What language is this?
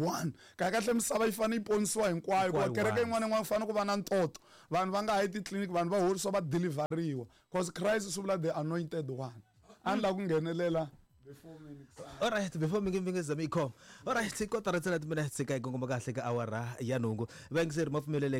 Tsonga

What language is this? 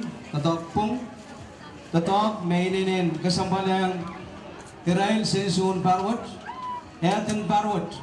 Pohnpeian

